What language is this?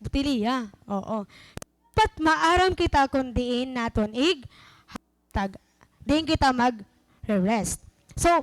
Waray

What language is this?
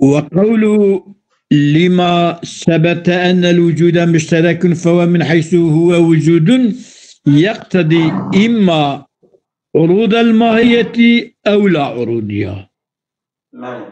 Kurdish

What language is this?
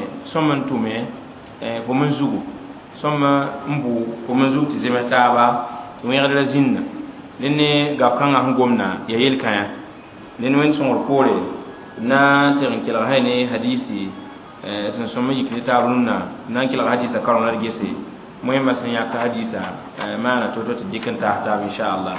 Mossi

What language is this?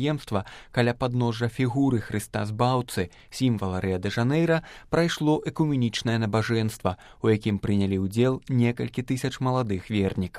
Belarusian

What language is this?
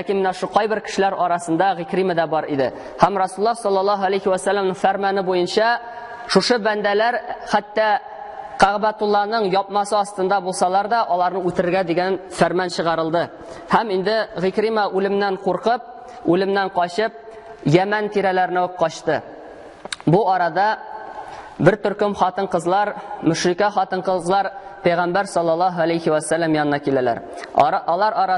Tatar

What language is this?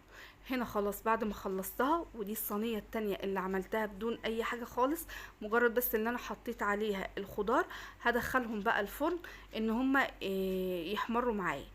Egyptian Arabic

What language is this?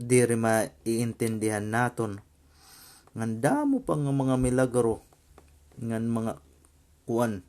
Waray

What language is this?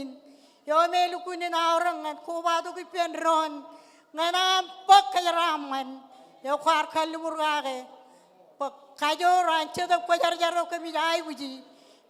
Marshallese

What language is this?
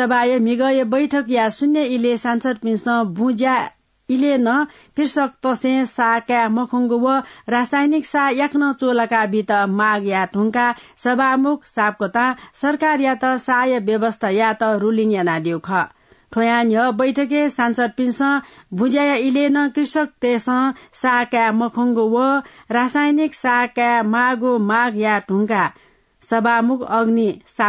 Newari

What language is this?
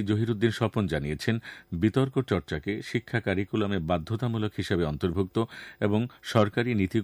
Bangla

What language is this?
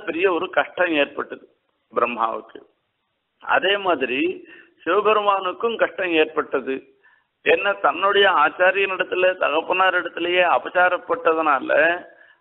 Tamil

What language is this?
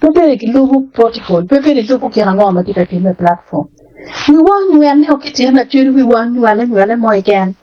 Acoli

